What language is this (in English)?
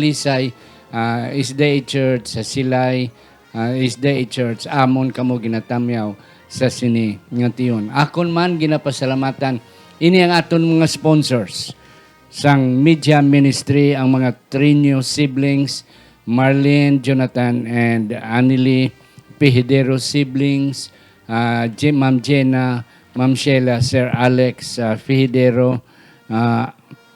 Hiligaynon